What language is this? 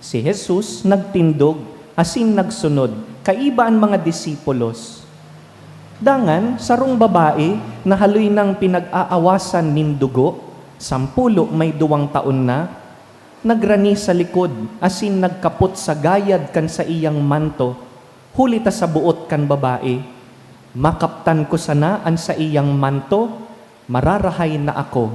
Bikol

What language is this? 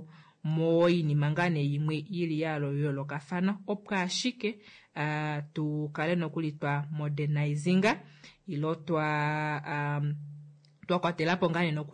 Kuanyama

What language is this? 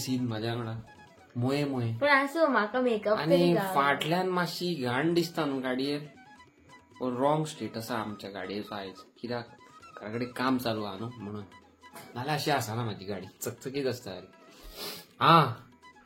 Konkani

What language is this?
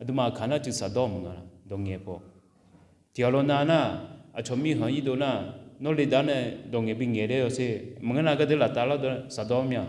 Akha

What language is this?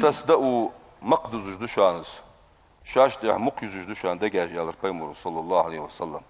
Ingush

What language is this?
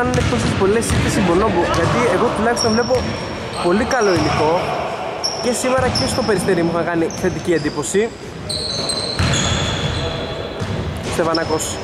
Greek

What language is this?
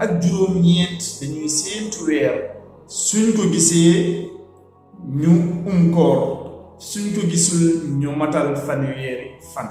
Wolof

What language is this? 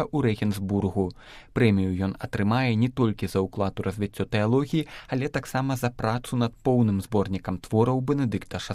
Belarusian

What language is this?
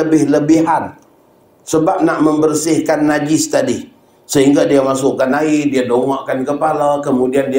Malay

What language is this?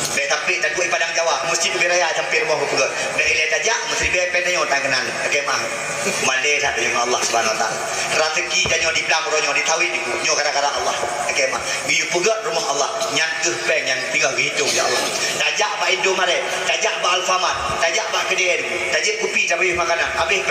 Achinese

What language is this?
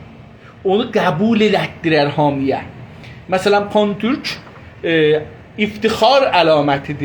South Azerbaijani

